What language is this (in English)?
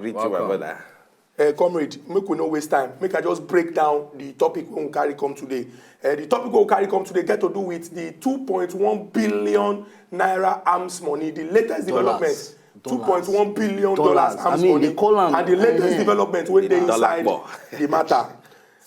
Nigerian Pidgin